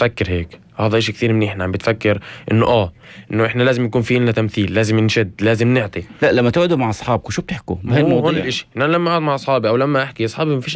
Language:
North Levantine Arabic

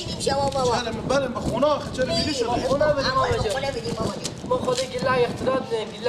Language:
Persian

